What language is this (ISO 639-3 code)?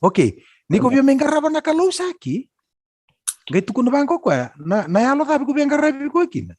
fij